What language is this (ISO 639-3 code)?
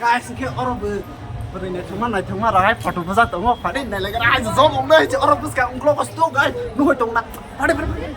trp